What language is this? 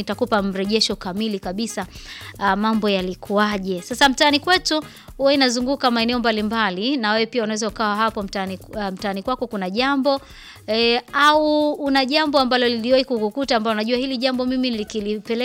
Swahili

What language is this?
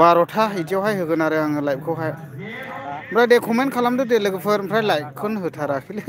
Bodo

